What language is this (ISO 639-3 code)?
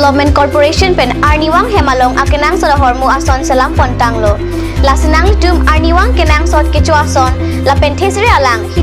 mjw